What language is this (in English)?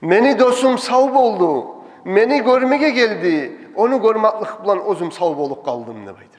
Kumyk